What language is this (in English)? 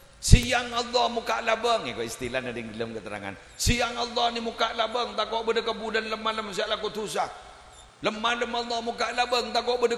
Madurese